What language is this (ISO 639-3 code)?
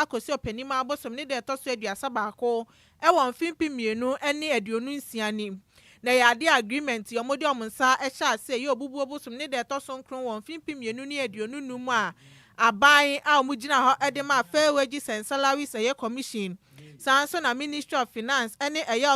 aka